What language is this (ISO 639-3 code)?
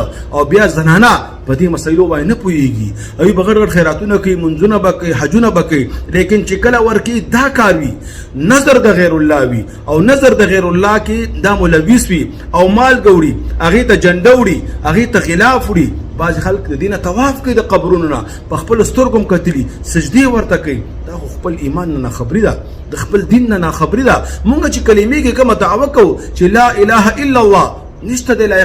pus